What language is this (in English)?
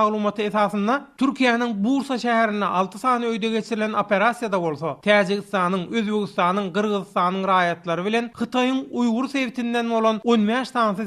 Turkmen